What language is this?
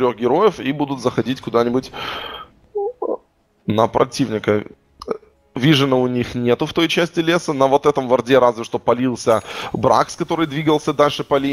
Russian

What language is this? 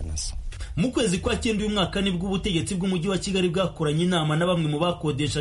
Kinyarwanda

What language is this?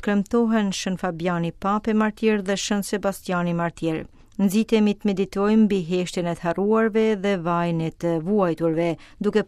Albanian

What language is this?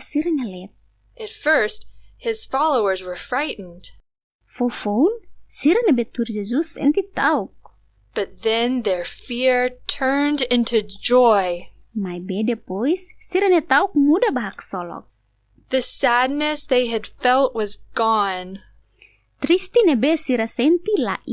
Tetum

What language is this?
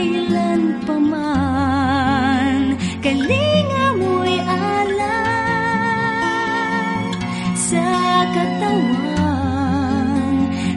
Filipino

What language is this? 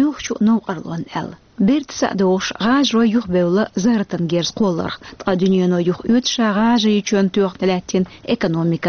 Chechen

